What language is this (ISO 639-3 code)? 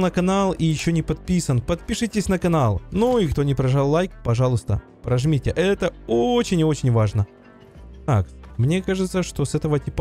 rus